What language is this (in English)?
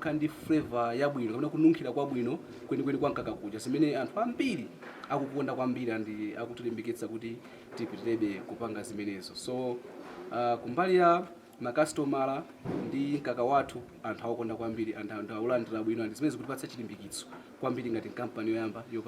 Nyanja